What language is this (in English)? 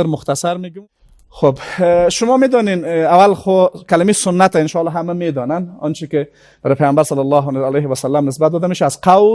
Persian